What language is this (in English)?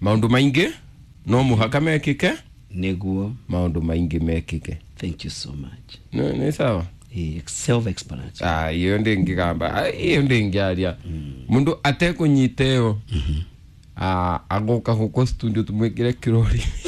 Kikuyu